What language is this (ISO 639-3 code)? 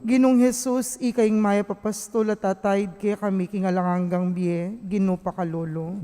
pam